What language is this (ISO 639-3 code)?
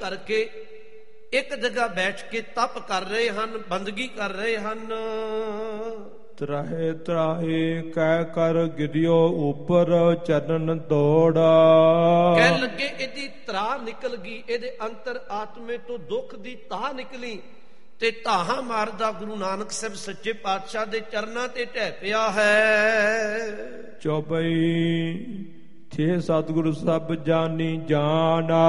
pan